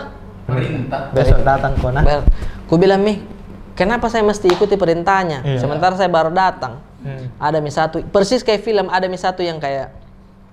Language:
Makassar Malay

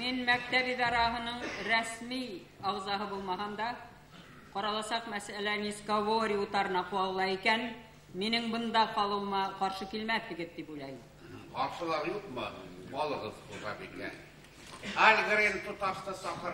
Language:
Bashkir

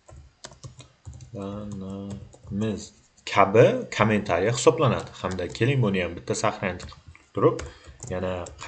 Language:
Uzbek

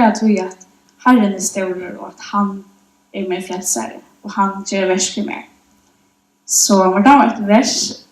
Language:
Faroese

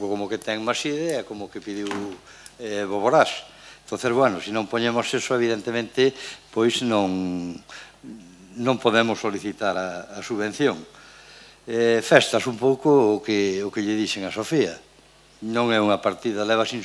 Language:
Galician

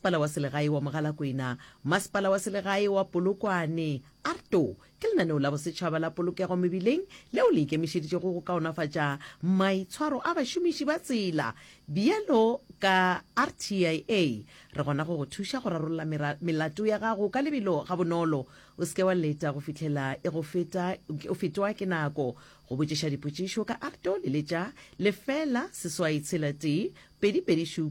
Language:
Northern Sotho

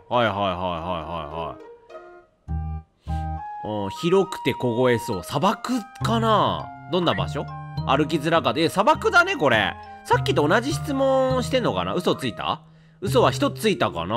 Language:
Japanese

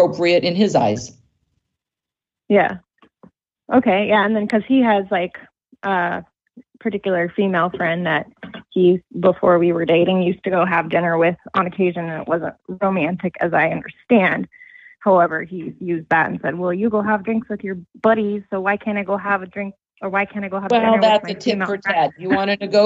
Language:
English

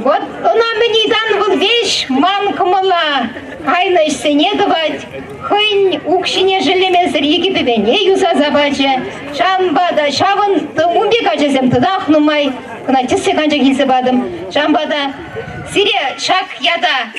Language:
Chuvash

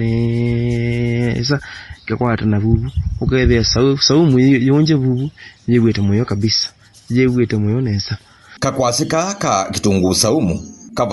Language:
Kamba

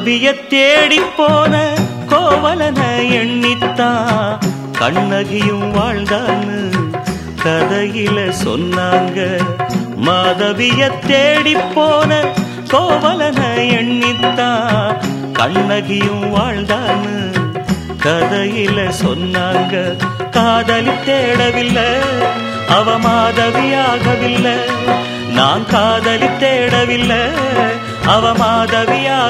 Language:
Tamil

